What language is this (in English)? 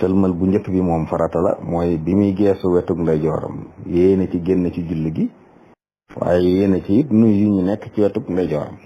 Wolof